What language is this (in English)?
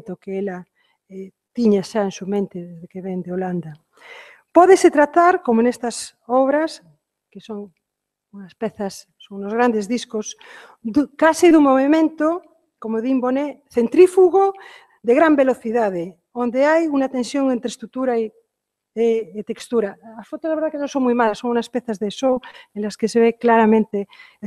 Galician